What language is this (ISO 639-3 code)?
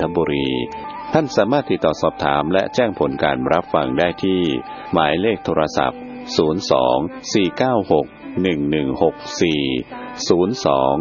tha